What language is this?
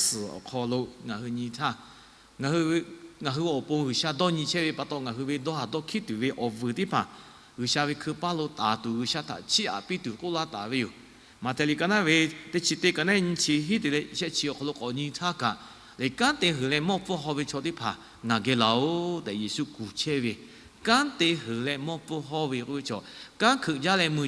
Lahu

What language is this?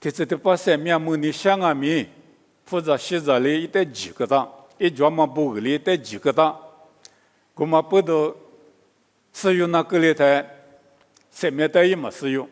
Lisu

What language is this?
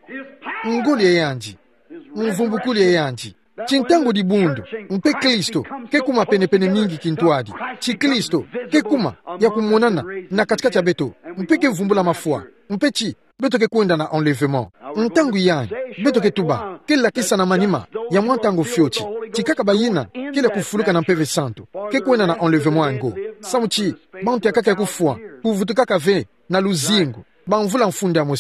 Kituba (Democratic Republic of Congo)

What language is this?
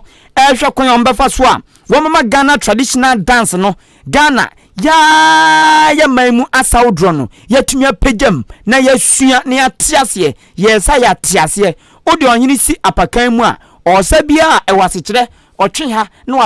Akan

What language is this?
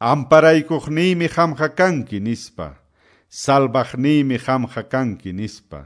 Quechua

